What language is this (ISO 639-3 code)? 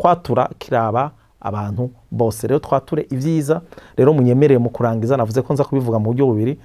run